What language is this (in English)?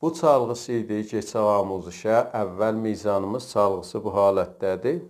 South Azerbaijani